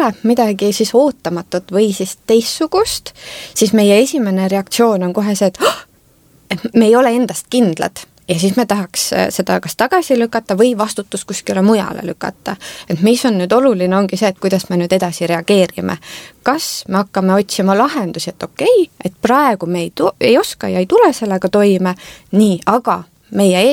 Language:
Estonian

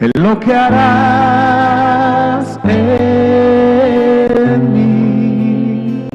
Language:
South Bolivian Quechua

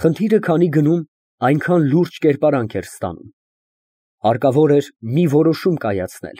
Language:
Armenian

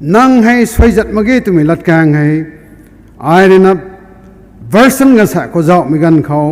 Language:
Rongmei Naga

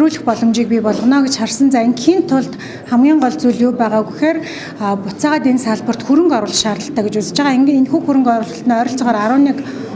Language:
Mongolian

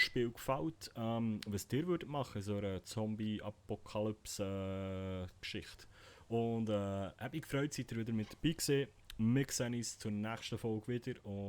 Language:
Swiss German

